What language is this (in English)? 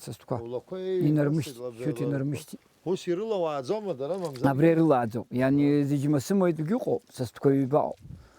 Abkhazian